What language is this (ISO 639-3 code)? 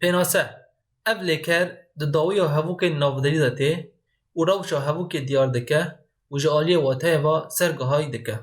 kur